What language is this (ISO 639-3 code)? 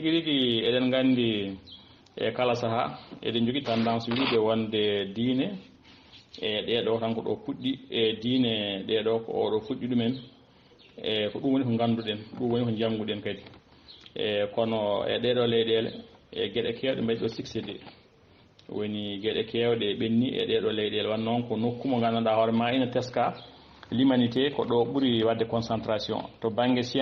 ful